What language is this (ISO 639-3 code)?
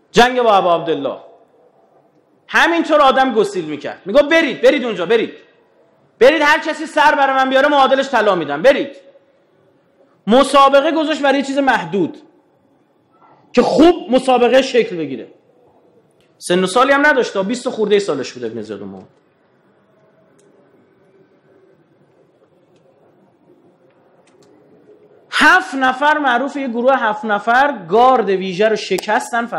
fas